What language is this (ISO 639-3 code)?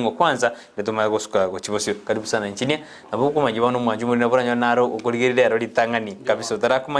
guz